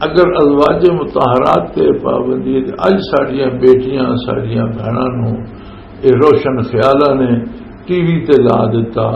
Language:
Western Panjabi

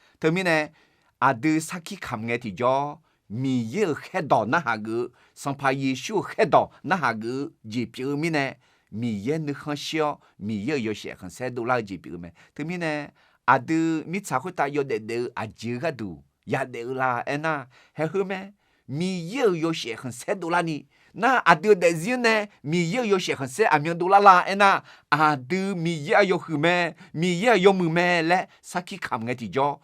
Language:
Akha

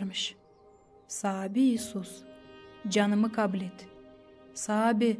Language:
Gagauz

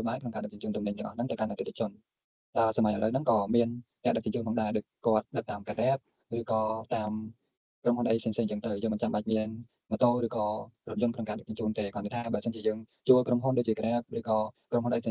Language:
Khmer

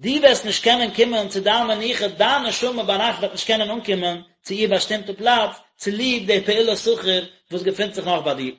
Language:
Yiddish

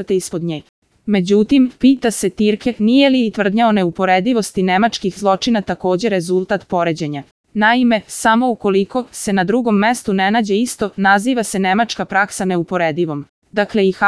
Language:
Serbian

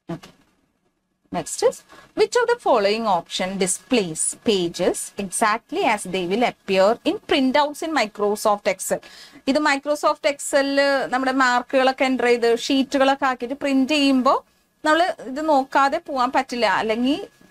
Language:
Malayalam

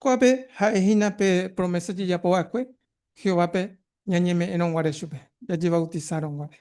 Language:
Guarani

